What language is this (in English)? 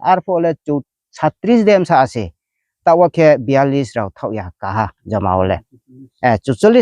Riang (India)